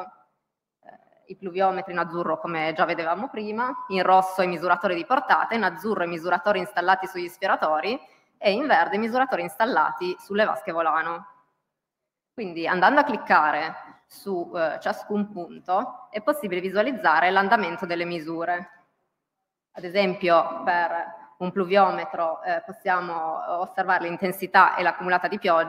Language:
Italian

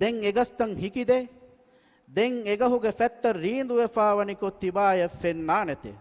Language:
Divehi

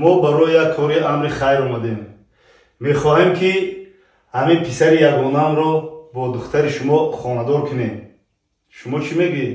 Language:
Tajik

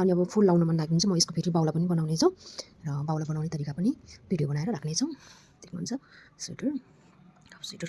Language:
Nepali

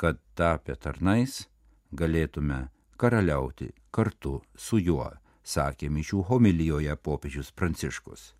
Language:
Lithuanian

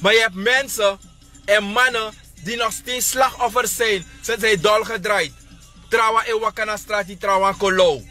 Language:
Sranan Tongo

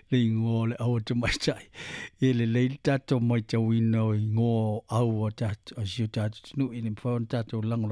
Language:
Samoan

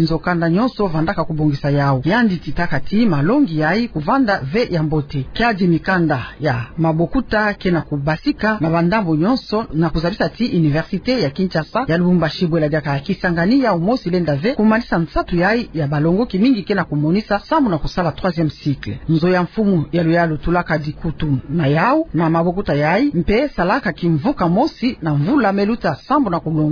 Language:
Kituba (Democratic Republic of Congo)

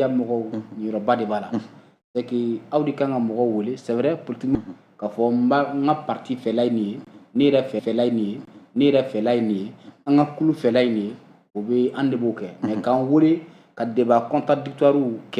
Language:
Bambara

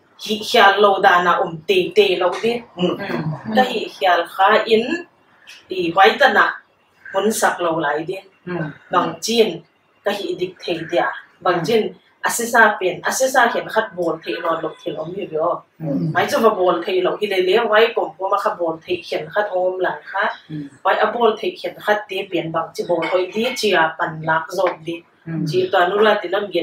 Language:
Paite Chin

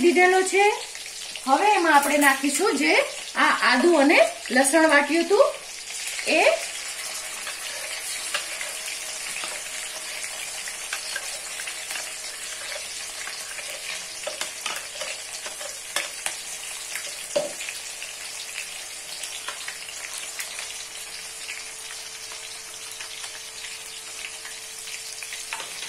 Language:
Gujarati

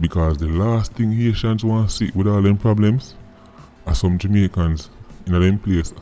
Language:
Jamaican Creole English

